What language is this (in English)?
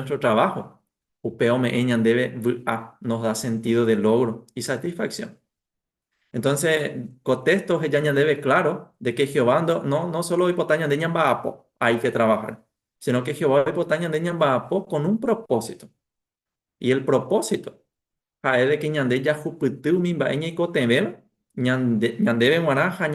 Guarani